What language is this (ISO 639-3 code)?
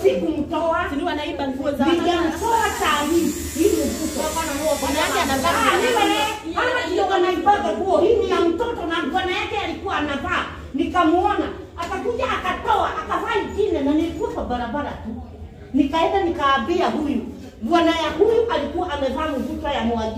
swa